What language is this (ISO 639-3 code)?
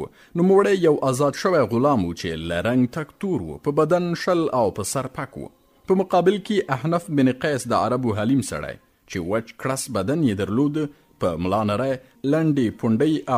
pus